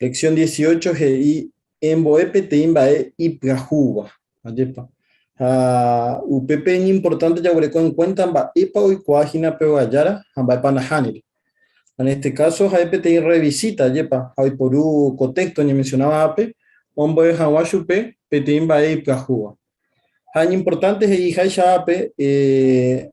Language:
Guarani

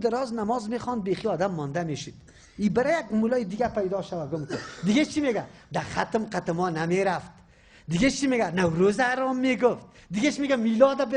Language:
Persian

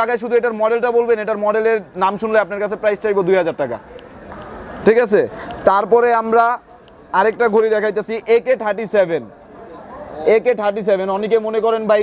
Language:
Bangla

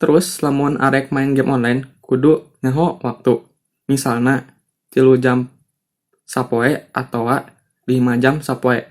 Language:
Sundanese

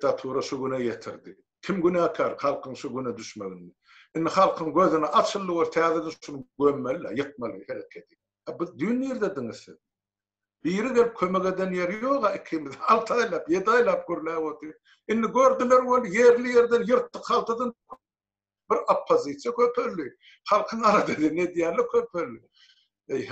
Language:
Turkmen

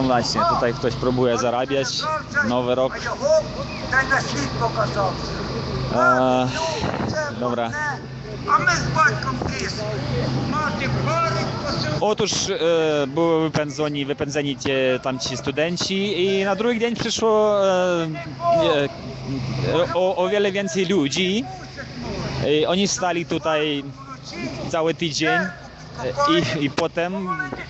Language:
Polish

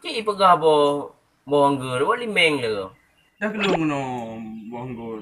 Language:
Achinese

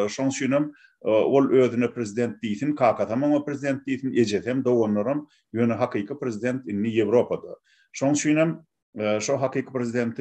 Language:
Turkmen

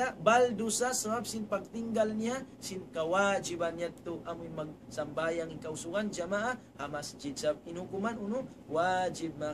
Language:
Tausug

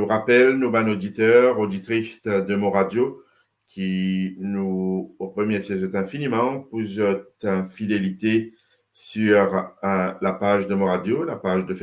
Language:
Morisyen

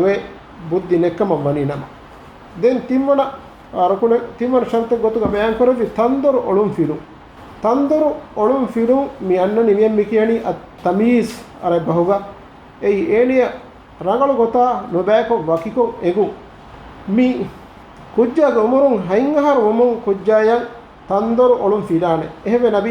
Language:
Divehi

